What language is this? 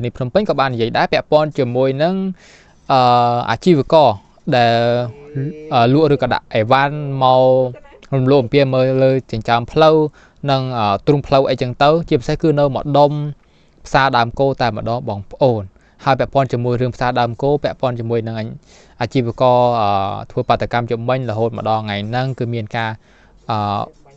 Khmer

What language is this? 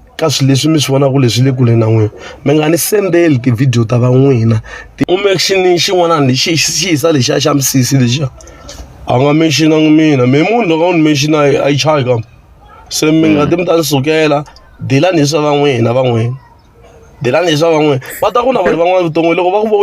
Tsonga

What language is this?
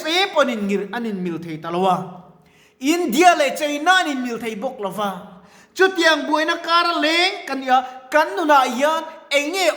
Mizo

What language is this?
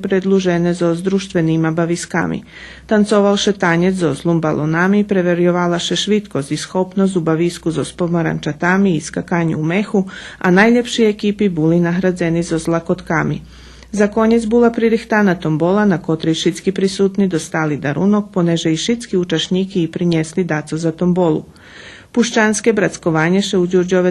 Rusyn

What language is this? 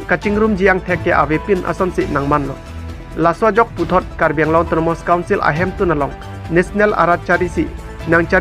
Karbi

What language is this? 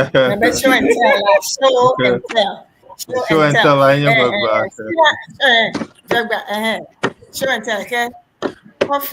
Ewe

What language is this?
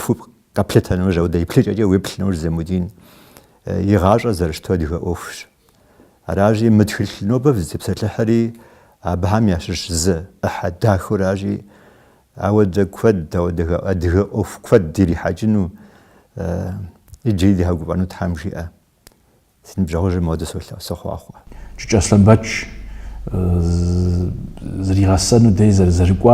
Kabardian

